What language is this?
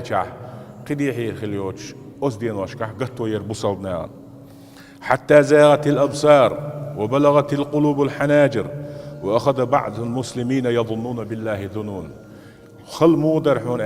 Chechen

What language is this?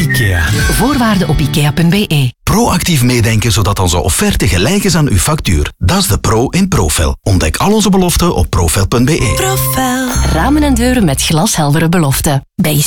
Dutch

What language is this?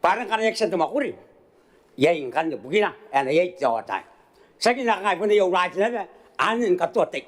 Gilbertese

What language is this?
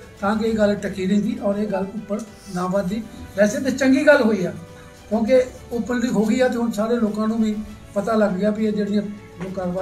Punjabi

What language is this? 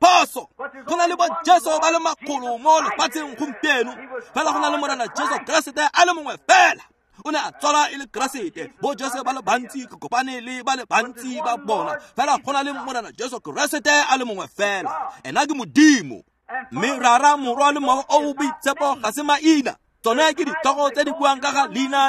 Tswana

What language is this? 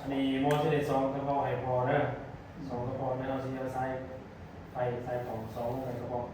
Lao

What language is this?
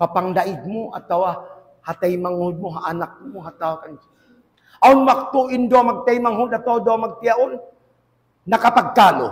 Tausug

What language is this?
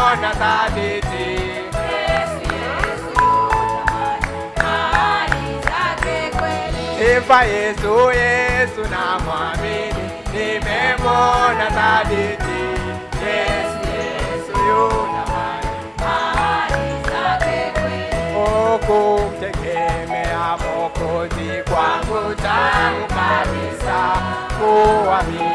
Swahili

